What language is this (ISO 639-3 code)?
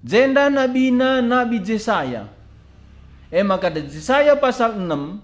btx